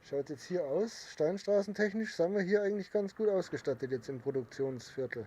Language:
Bavarian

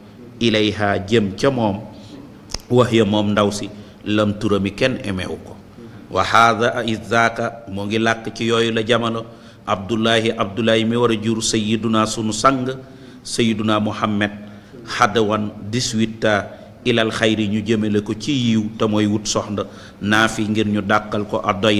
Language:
Wolof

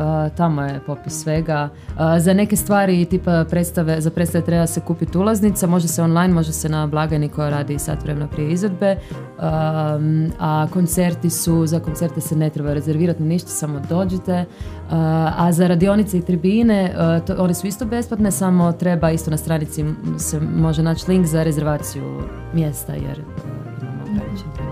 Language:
Croatian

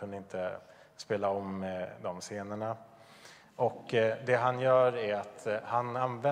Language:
Swedish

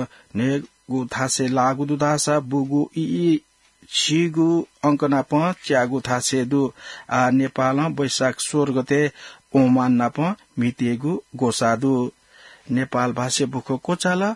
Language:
Newari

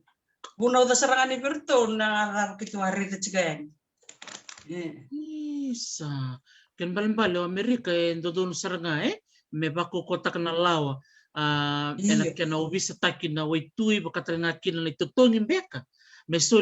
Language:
Fijian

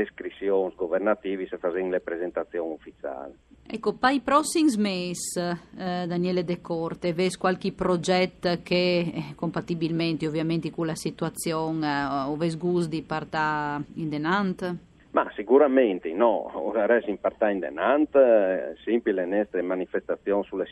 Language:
Friulian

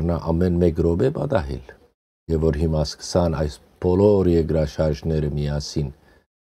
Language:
Western Armenian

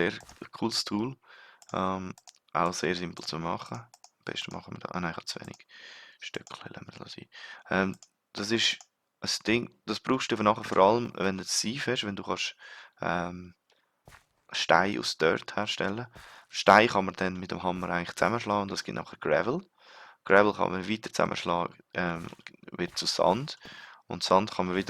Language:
Swiss German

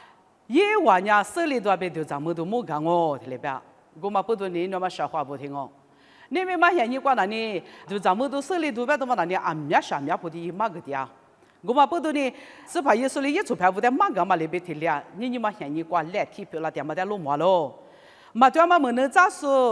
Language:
Lisu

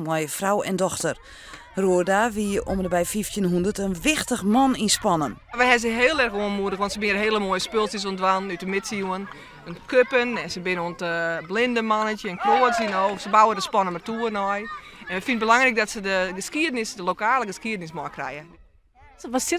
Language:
Western Frisian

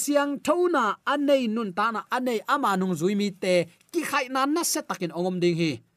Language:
Tedim Chin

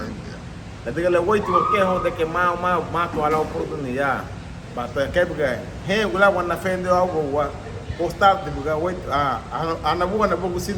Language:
Garifuna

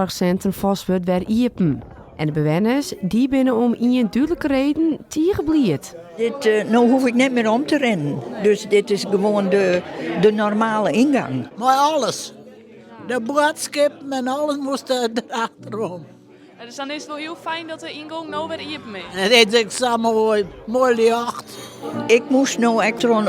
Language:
Western Frisian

